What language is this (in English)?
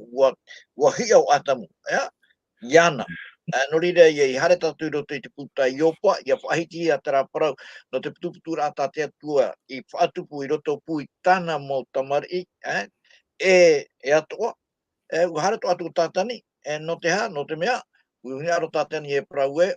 Tahitian